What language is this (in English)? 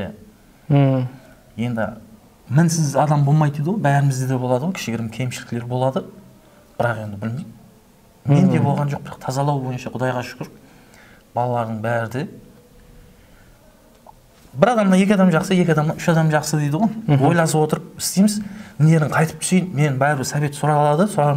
Kara-Kalpak